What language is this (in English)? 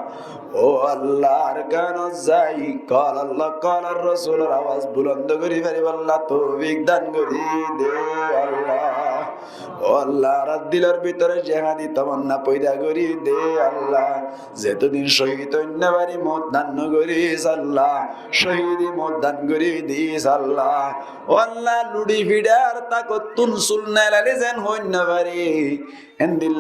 Rohingya